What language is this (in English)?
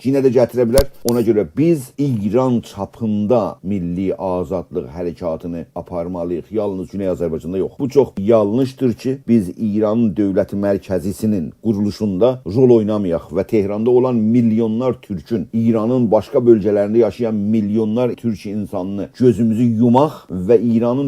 South Azerbaijani